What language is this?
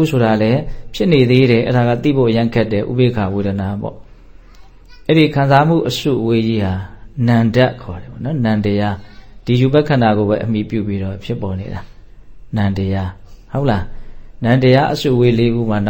Burmese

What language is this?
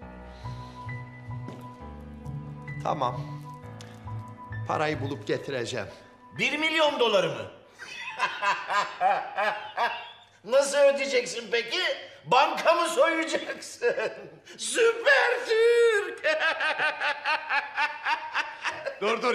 Turkish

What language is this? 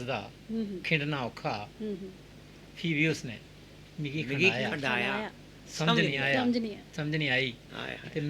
Dogri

